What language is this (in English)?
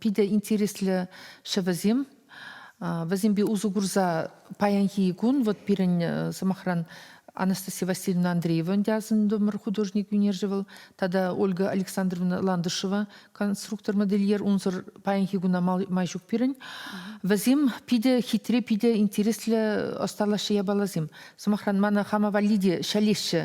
Chuvash